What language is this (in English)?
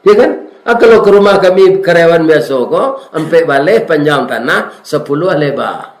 Minangkabau